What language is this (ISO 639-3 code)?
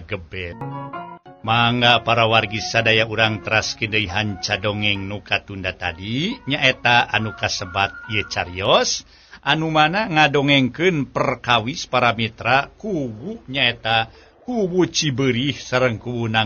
sun